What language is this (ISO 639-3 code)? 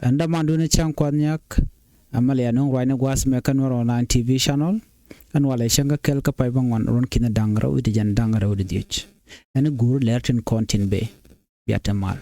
nus